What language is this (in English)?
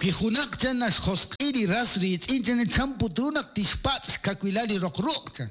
Kekchí